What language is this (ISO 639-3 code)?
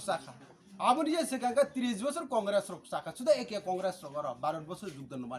trp